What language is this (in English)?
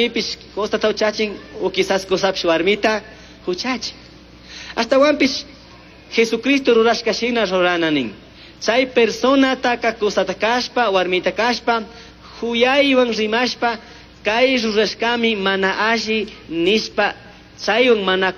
Chimborazo Highland Quichua